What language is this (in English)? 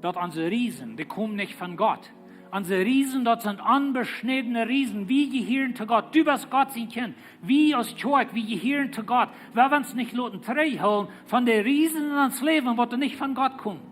Plautdietsch